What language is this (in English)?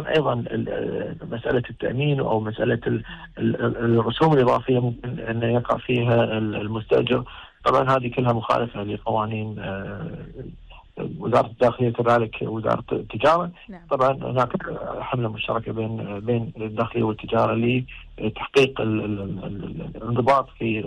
Gulf Arabic